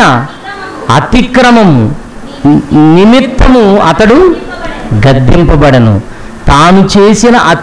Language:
Telugu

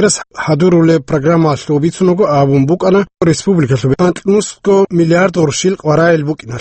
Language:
Avaric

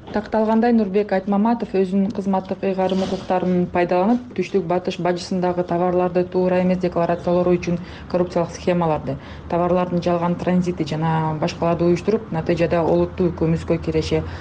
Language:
Kyrgyz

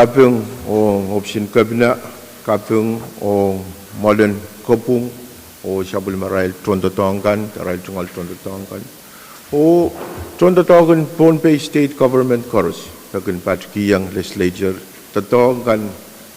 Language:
Pohnpeian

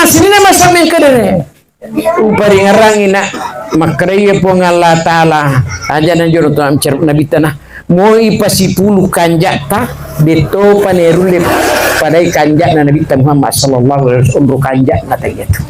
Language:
Buginese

